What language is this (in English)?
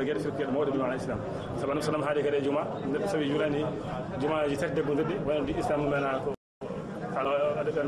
Fula